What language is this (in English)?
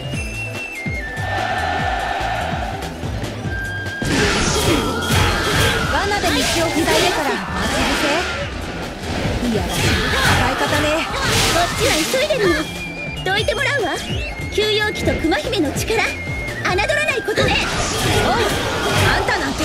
Japanese